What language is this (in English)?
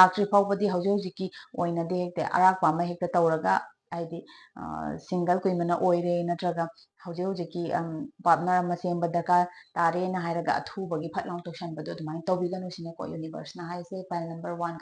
Manipuri